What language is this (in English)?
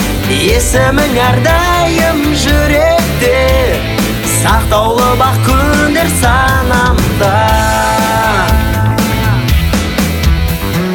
Kazakh